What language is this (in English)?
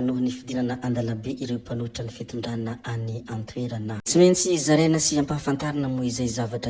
Malagasy